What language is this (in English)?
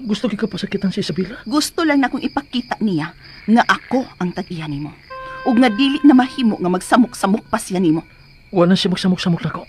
Cebuano